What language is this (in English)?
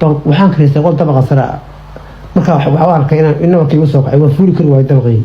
Somali